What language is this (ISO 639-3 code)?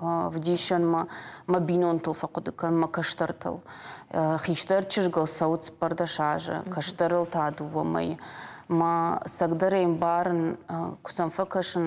oss